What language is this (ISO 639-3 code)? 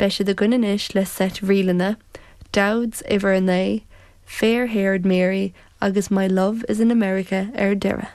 gle